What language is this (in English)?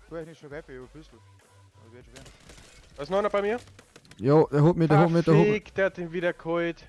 Bavarian